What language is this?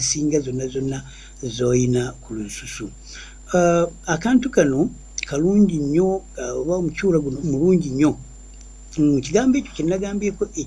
Ganda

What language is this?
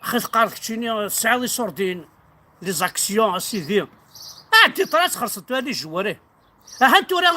Kabyle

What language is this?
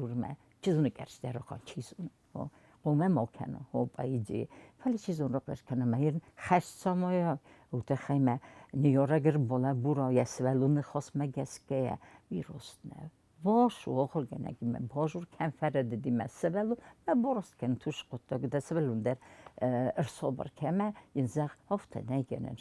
Ossetic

